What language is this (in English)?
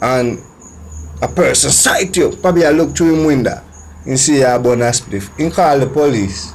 Jamaican Creole English